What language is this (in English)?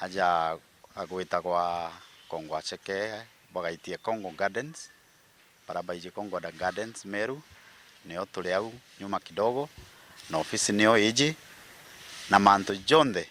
Meru